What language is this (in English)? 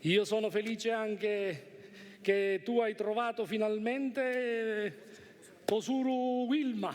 Sicilian